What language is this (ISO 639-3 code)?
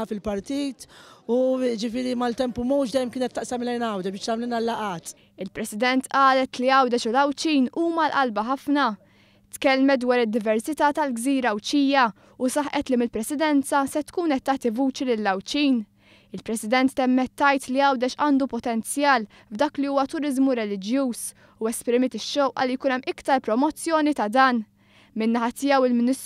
mlt